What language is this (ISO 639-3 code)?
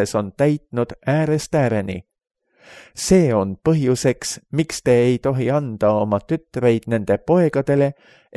est